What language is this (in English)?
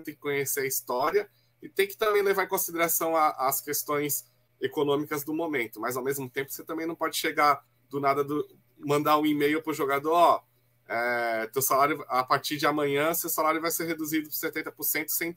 Portuguese